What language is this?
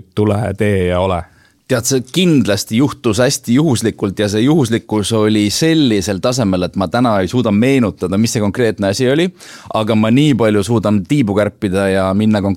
Estonian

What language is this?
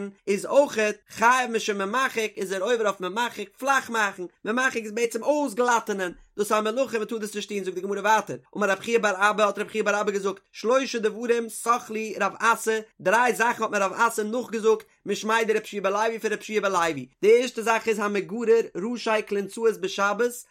Yiddish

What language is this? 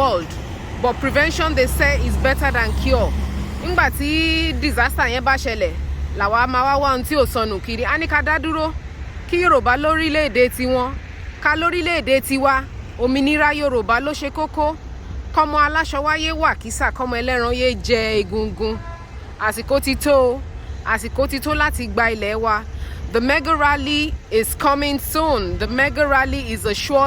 Yoruba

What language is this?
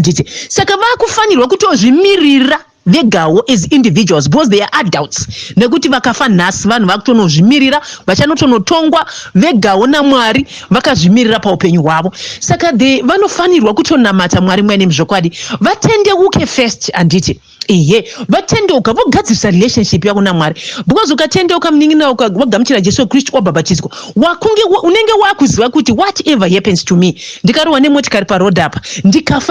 Shona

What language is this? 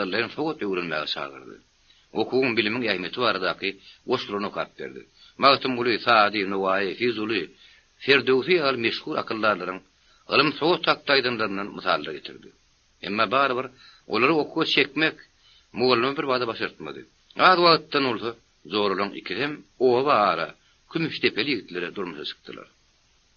Turkmen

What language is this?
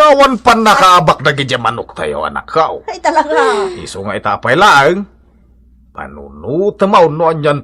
Iloko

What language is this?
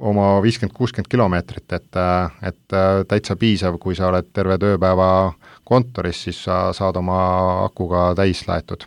Estonian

